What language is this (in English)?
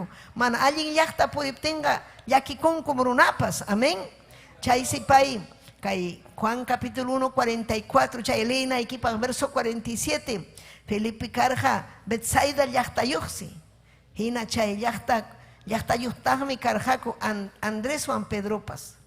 Ayacucho Quechua